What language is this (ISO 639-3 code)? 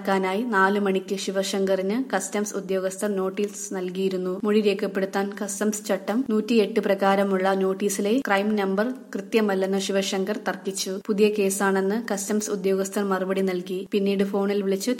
mal